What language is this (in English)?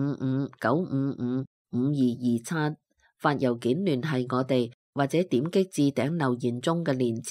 Cantonese